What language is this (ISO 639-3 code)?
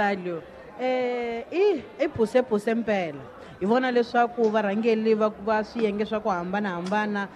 tso